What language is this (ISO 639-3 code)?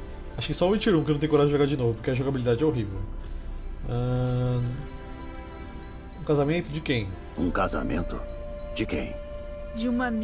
por